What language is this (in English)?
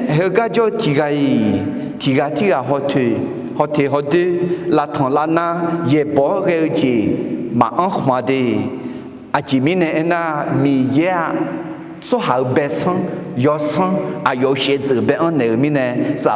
Akha